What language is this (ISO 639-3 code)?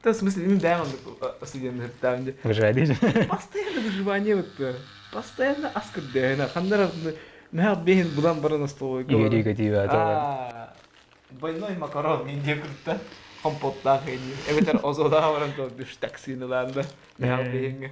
sah